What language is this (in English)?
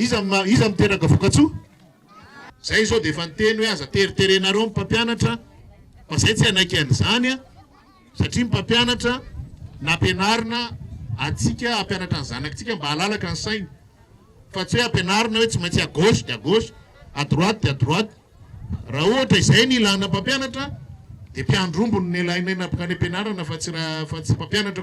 Malagasy